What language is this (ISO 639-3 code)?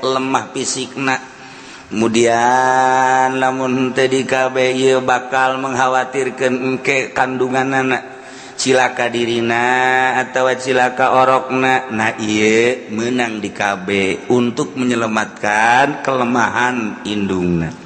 sun